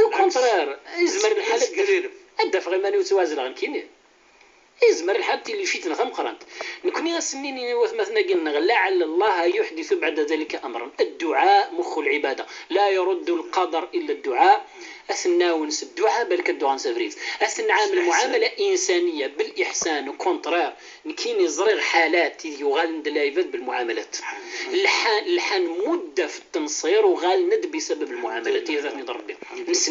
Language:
Kabyle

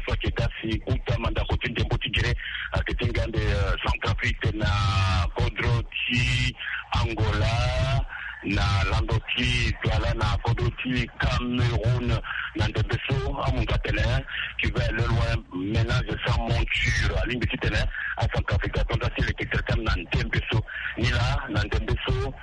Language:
Sango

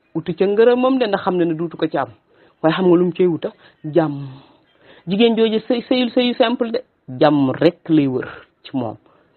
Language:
Wolof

